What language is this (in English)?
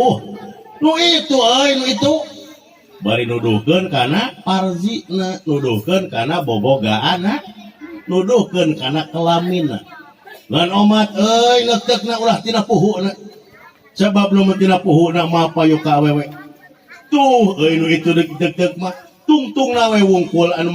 Sundanese